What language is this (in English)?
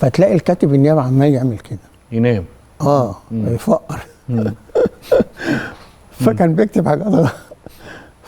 Egyptian Arabic